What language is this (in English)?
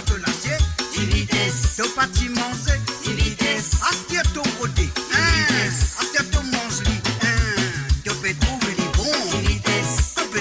Morisyen